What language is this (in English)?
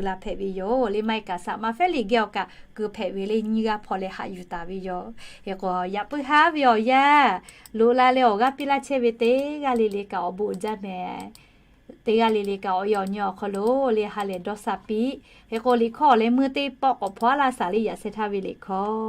Lahu